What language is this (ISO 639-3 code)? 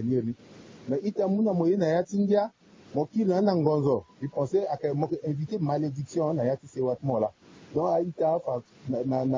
sag